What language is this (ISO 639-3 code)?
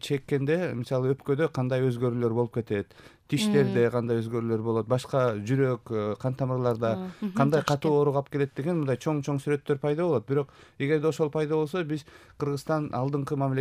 kir